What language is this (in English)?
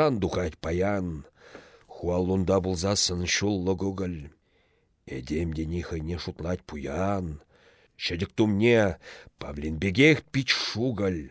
Chuvash